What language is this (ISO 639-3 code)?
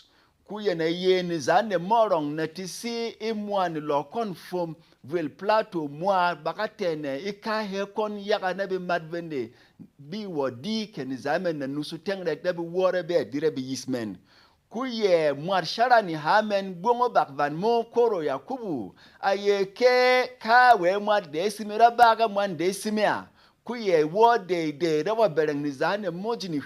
bom